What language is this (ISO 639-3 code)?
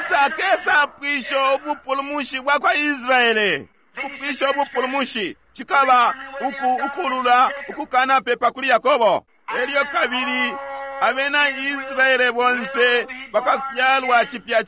bem